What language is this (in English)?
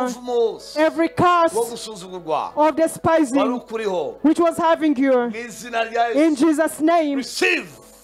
Kinyarwanda